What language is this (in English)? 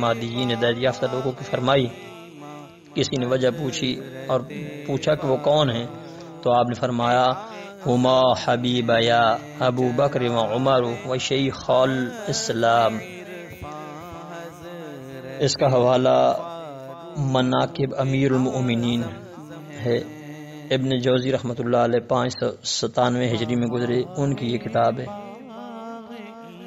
Urdu